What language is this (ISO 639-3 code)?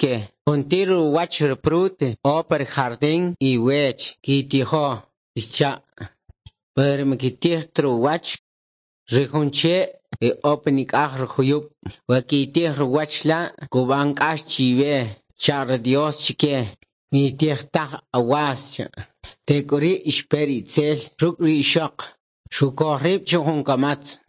quc